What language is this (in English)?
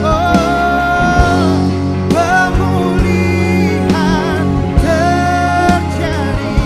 Ambonese Malay